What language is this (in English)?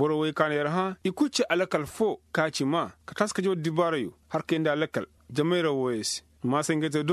Koyraboro Senni